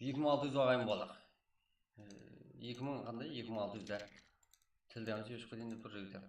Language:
Kara-Kalpak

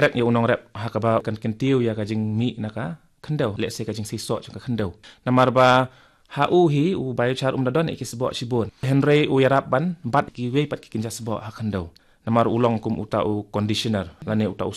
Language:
Khasi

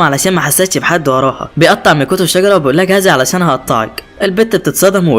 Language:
Egyptian Arabic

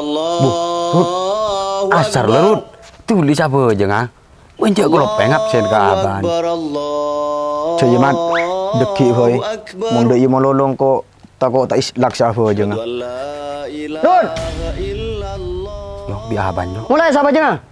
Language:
Madurese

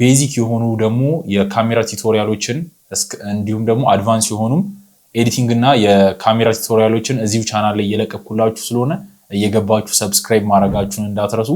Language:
Amharic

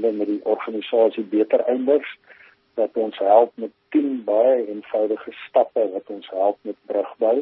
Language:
Afrikaans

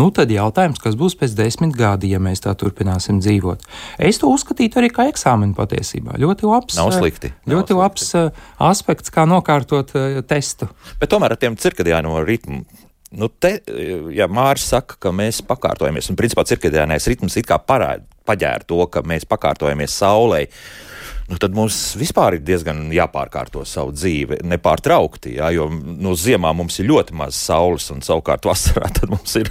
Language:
Latvian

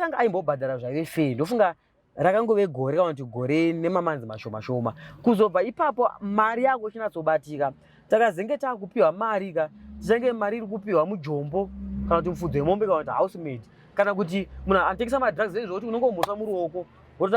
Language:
Shona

